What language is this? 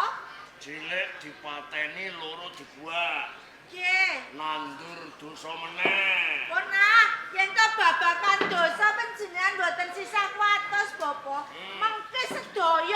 Javanese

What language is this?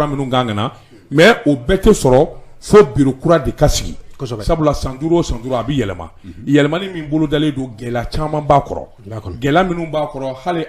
Bambara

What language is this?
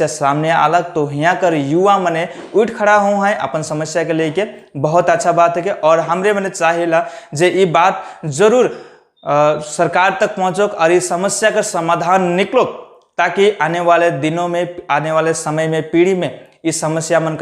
Sadri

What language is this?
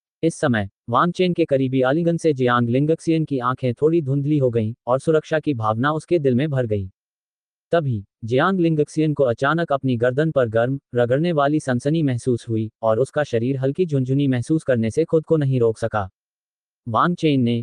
Hindi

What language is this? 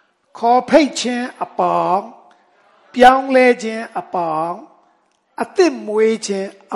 Burmese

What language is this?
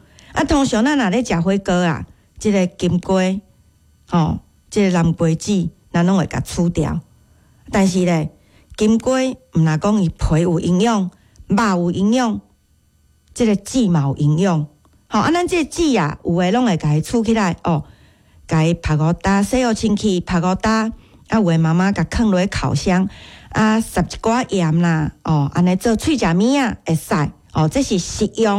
Min Nan Chinese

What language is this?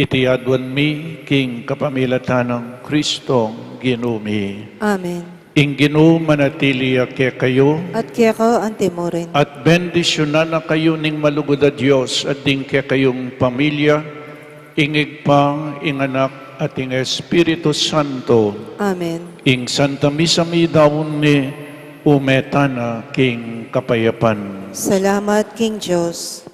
Pampanga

